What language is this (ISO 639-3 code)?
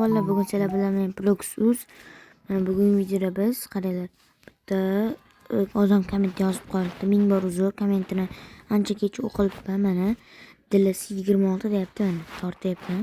uzb